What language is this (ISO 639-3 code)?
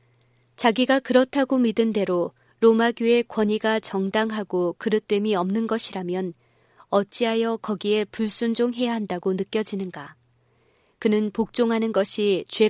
kor